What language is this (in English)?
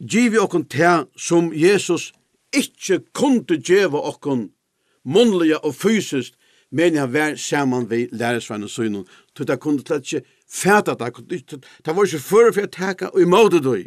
Faroese